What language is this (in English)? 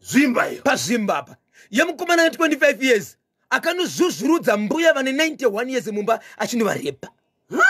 Shona